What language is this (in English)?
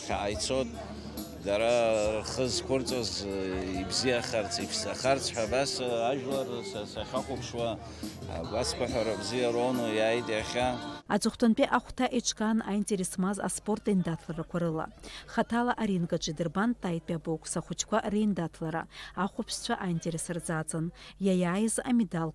Abkhazian